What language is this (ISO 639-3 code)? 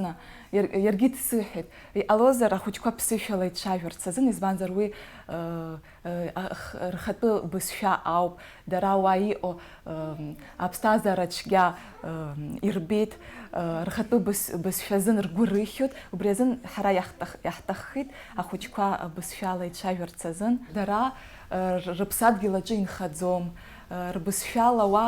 abk